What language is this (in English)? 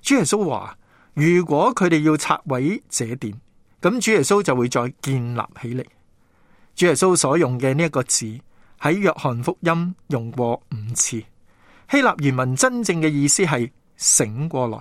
Cantonese